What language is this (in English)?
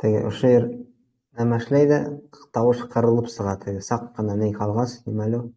Bashkir